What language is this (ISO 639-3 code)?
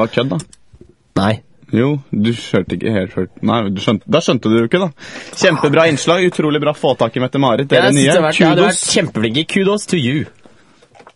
nor